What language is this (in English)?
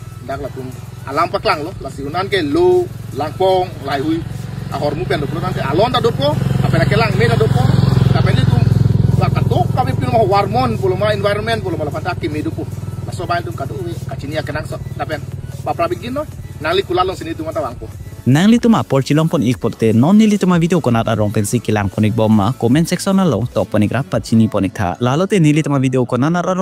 Karbi